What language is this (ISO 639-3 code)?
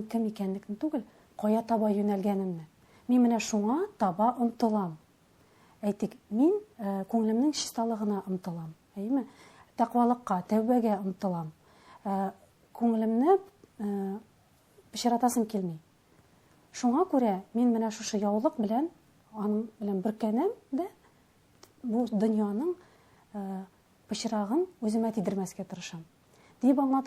tat